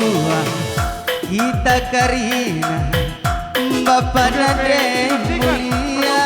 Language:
Batak Karo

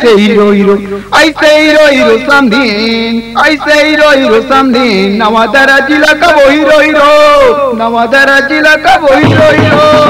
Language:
Chhattisgarhi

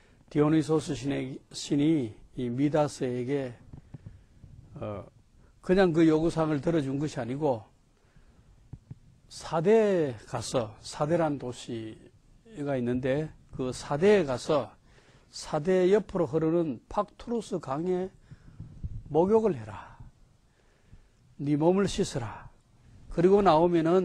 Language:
Korean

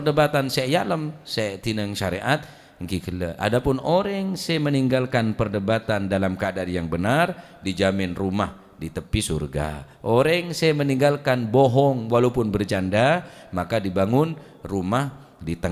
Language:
Madurese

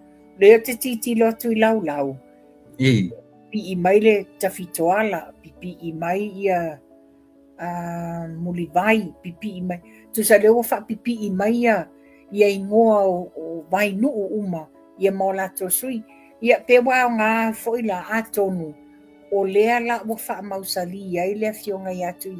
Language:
Samoan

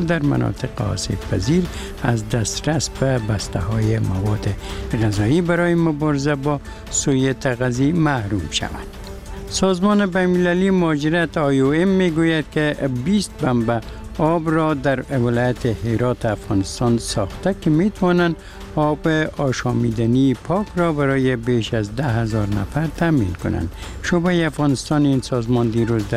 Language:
Persian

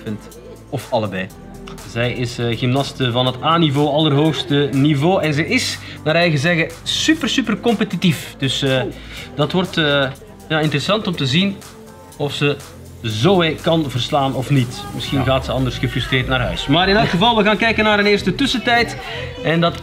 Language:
Dutch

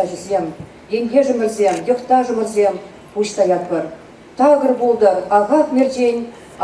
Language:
Chuvash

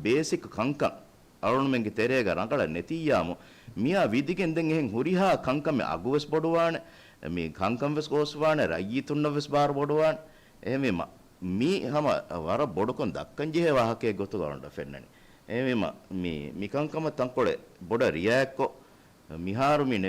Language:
Divehi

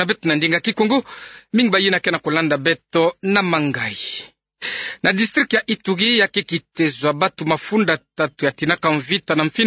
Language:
Kituba (Democratic Republic of Congo)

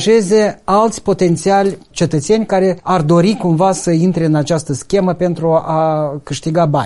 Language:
Romanian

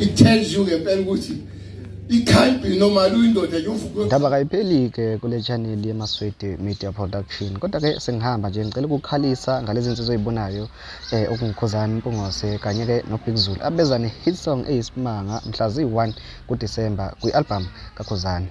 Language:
Zulu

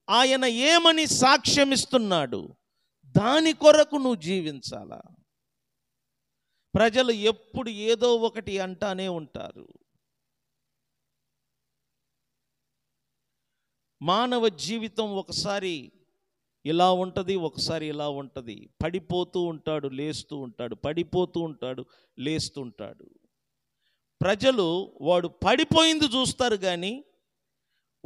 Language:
Telugu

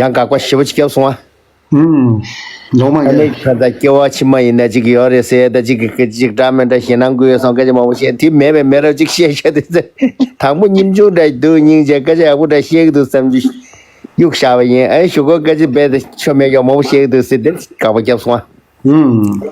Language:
Tibetan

